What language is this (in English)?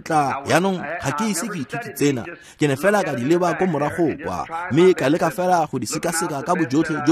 Tswana